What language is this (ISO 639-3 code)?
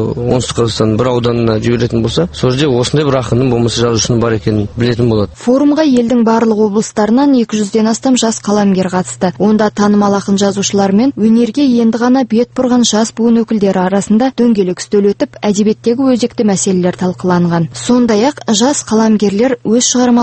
kaz